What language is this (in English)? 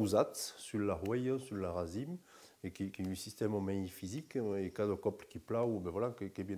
Occitan